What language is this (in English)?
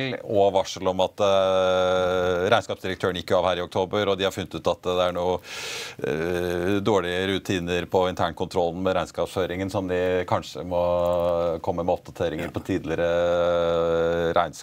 Norwegian